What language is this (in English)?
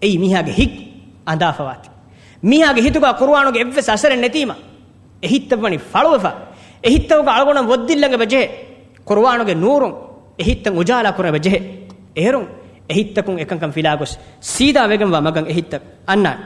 Divehi